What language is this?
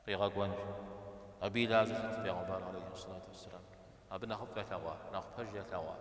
Kabardian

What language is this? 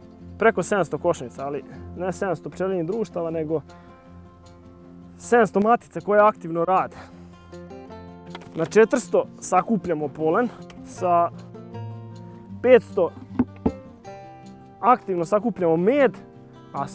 Serbian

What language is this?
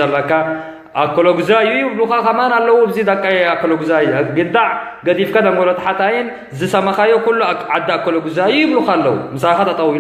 Tigrinya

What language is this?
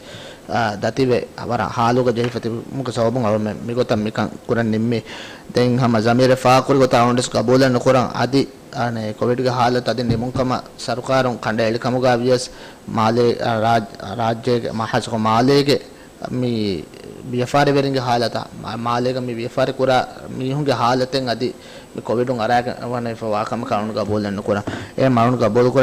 Divehi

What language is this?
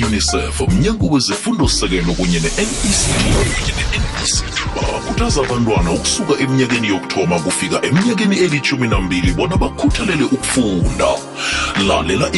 South Ndebele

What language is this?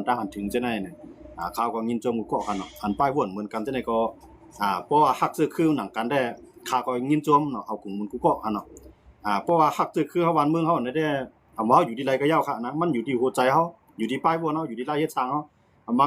Shan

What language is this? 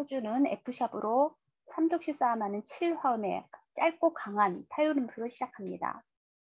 Korean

